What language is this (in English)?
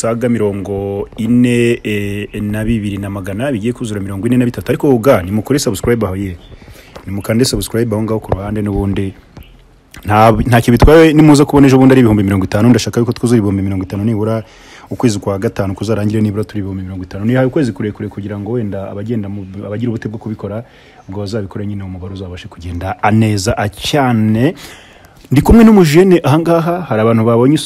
Kinyarwanda